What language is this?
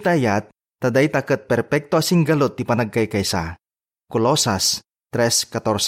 Iloko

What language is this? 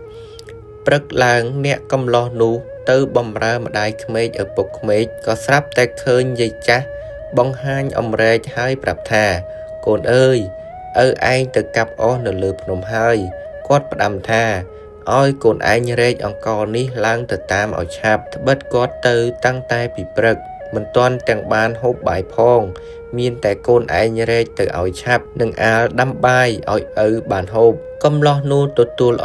Khmer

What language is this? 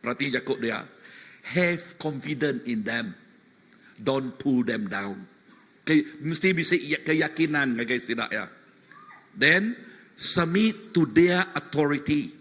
Iban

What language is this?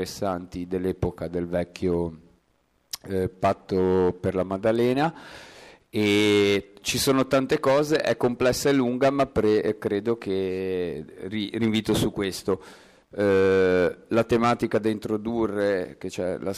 Italian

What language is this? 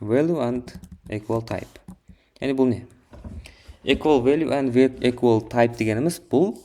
Kara-Kalpak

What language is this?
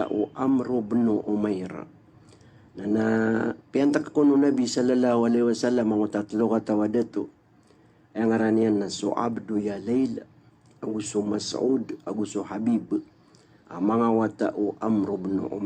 Maranao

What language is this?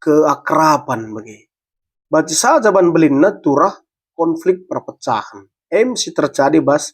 Batak Karo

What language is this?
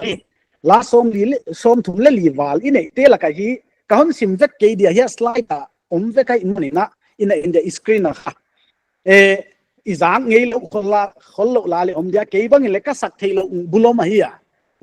Paite Chin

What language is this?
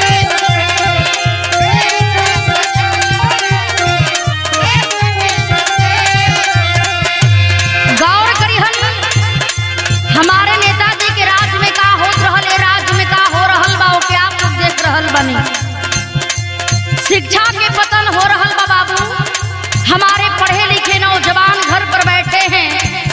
Bhojpuri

